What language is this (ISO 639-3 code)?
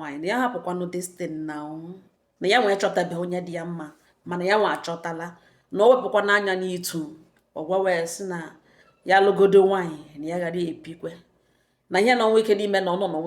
ibo